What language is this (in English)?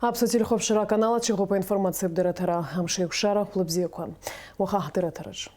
Abkhazian